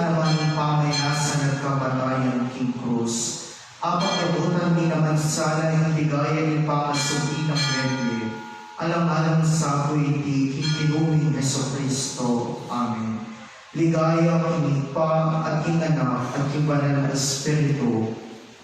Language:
Pampanga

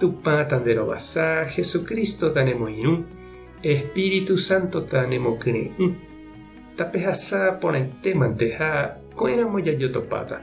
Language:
Guarani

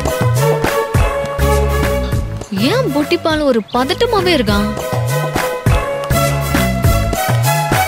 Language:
Tamil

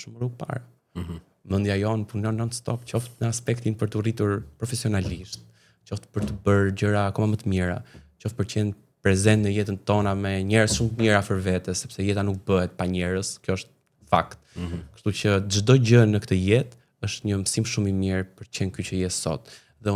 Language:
Albanian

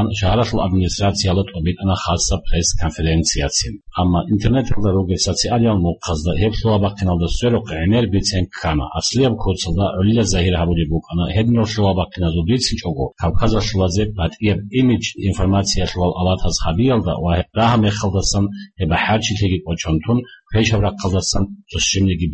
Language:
Avaric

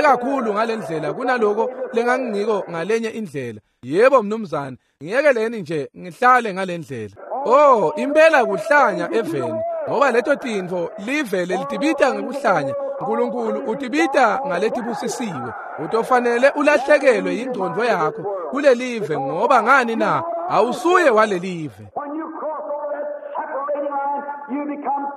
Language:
Swati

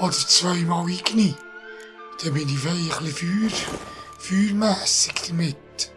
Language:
Swiss German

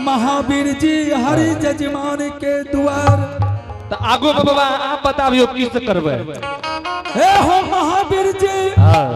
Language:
Angika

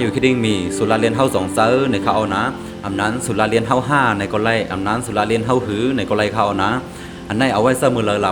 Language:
Shan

